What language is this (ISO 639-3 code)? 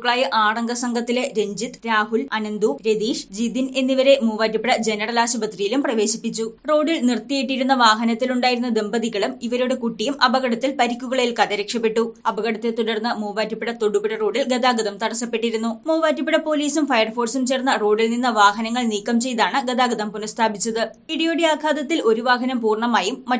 mal